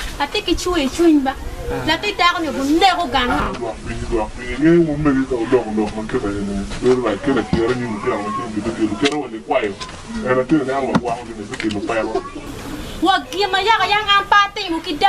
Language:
Acoli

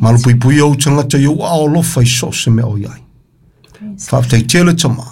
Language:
Samoan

